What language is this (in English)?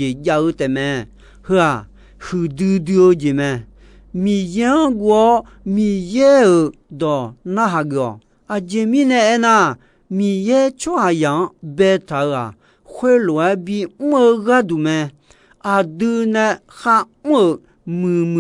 Akha